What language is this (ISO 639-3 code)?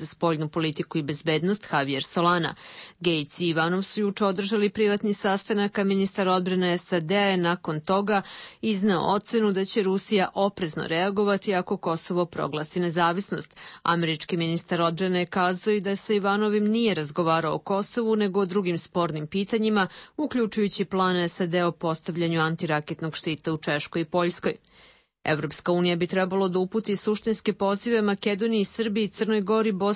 srp